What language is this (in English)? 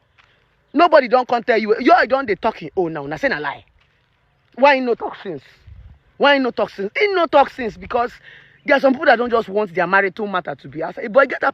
Nigerian Pidgin